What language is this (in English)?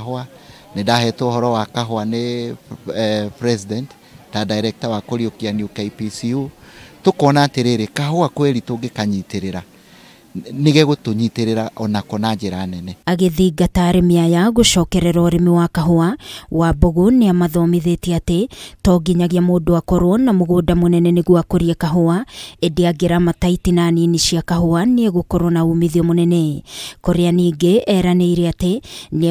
Kikuyu